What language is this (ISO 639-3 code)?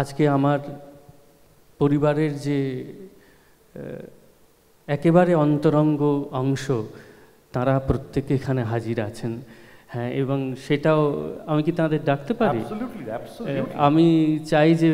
ben